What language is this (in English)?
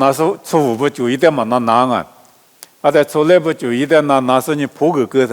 Lisu